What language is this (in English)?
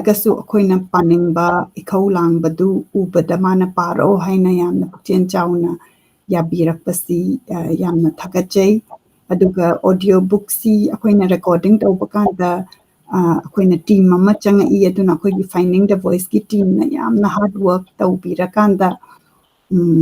Manipuri